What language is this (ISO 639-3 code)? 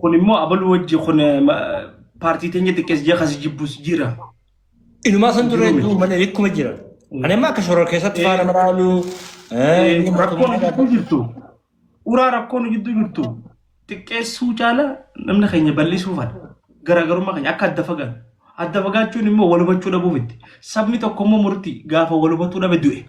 orm